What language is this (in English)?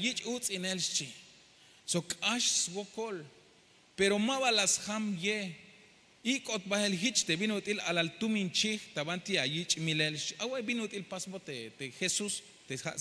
Tzeltal